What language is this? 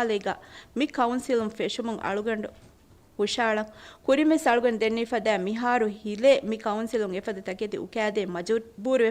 Divehi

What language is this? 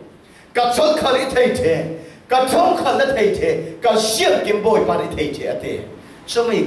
Falam Chin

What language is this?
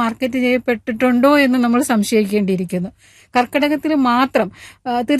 Malayalam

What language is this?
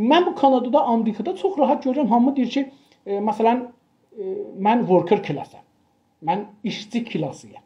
South Azerbaijani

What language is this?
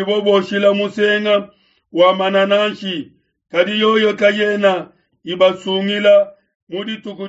Luba-Lulua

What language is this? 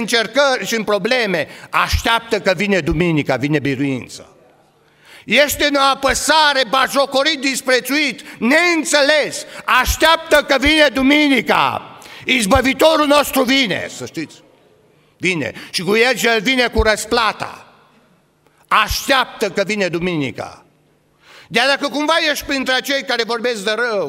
Romanian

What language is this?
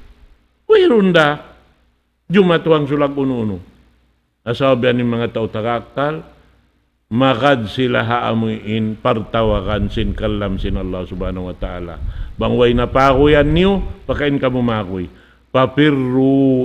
Tausug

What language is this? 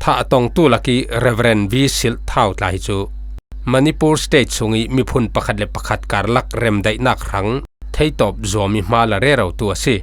Falam Chin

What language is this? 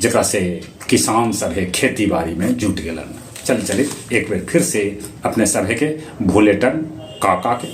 Magahi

